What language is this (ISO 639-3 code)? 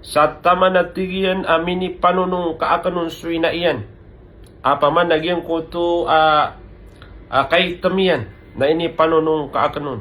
mrw